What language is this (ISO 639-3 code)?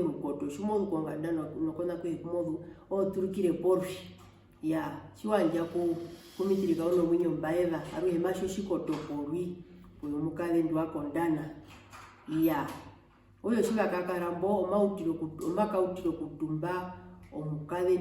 her